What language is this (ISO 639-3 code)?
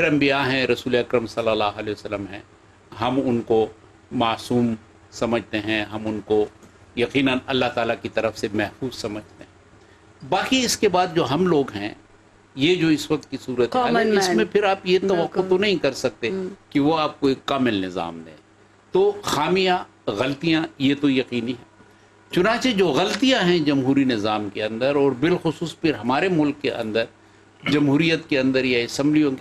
urd